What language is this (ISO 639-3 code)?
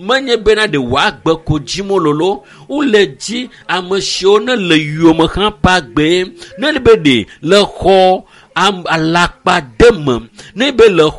ewe